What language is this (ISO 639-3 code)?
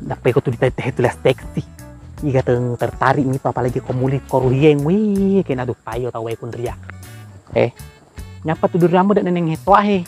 bug